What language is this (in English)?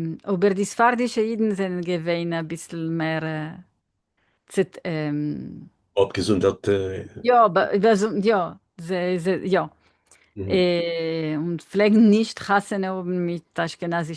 Yiddish